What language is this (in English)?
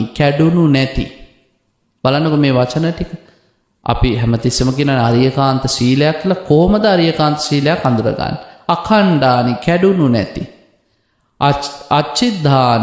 Sinhala